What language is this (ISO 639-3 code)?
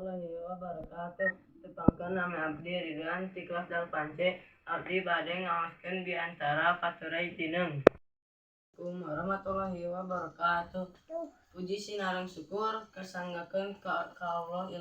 sun